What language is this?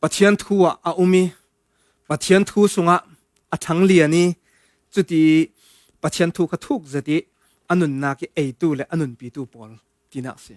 Falam Chin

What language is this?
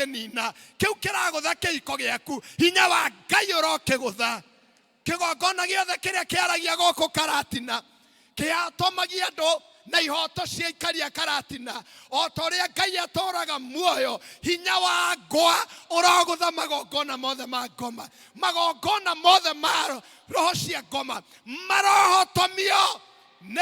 Kikuyu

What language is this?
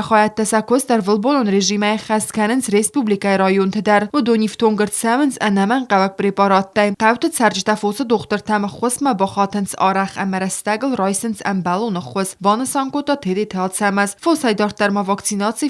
Ossetic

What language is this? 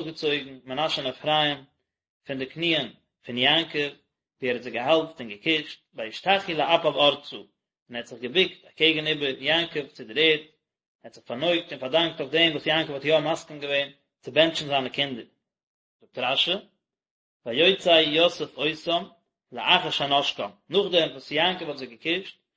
Yiddish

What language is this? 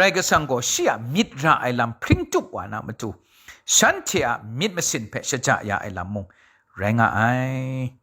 Kachin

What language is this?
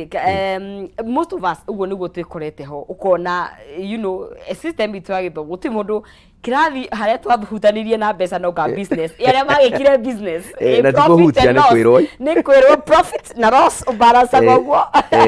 Kikuyu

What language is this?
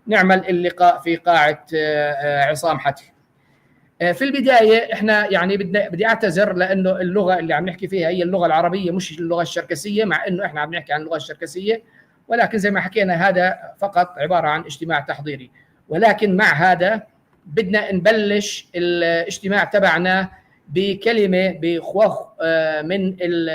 North Levantine Arabic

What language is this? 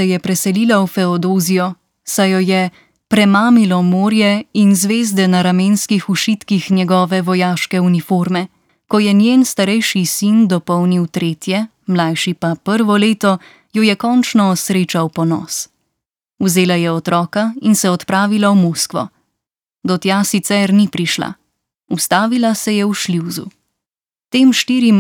Slovenian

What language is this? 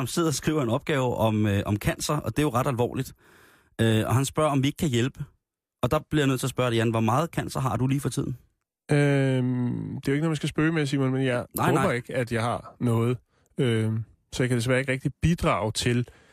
Danish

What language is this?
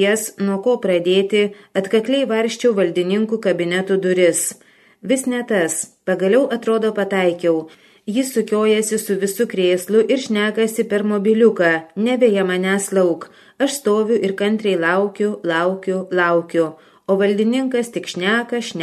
Lithuanian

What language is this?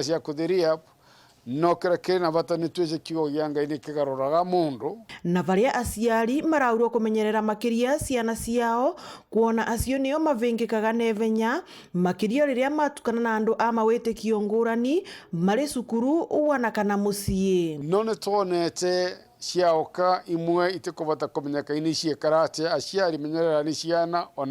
Meru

